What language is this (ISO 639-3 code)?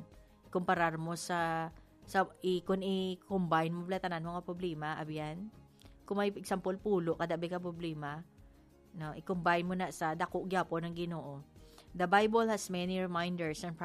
hil